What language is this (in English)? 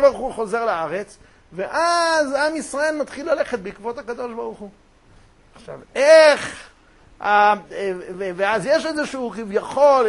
Hebrew